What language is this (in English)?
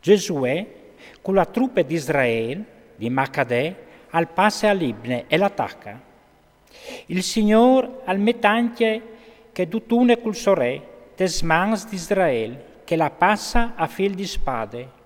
Friulian